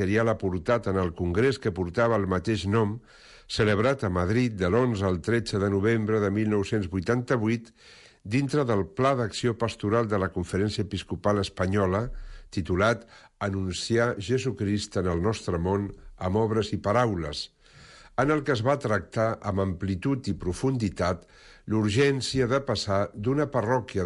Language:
Catalan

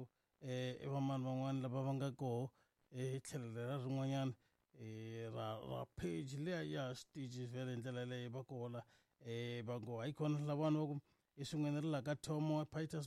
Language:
Tsonga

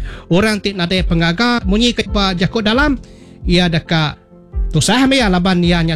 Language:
Iban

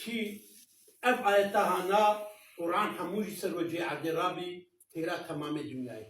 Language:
Kurdish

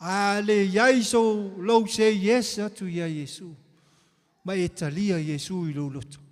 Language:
Samoan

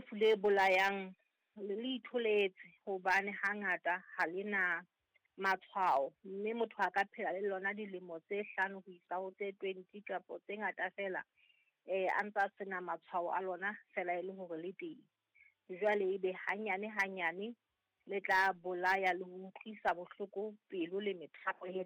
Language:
Southern Sotho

